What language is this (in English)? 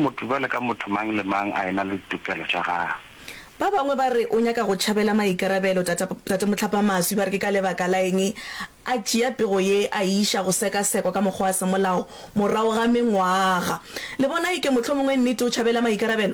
Northern Sotho